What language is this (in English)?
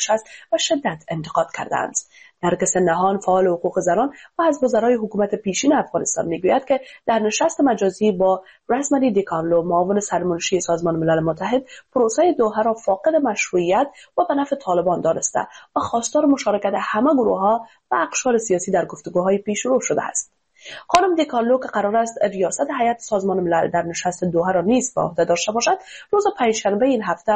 Persian